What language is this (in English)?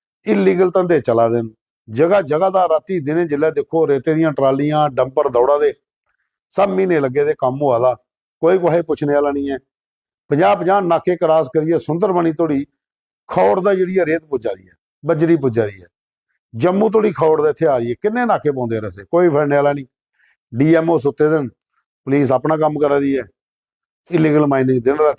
Dogri